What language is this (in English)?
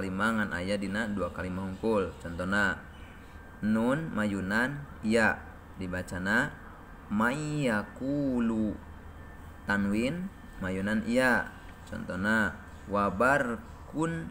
Sundanese